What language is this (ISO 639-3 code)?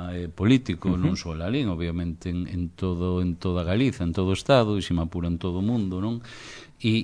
glg